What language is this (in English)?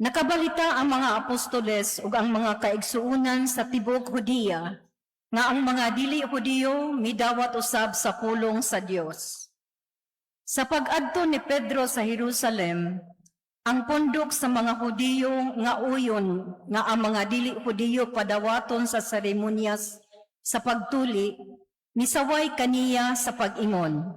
Cebuano